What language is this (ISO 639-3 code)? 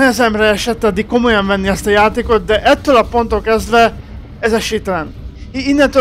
hun